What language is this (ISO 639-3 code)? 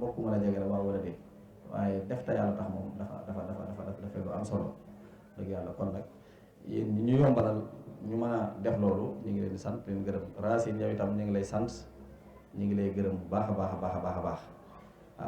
wol